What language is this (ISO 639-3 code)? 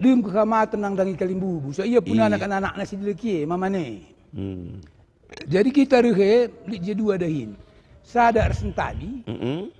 btx